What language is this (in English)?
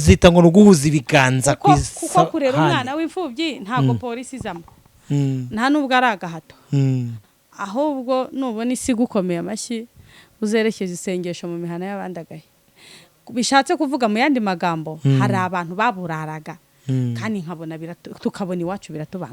Kinyarwanda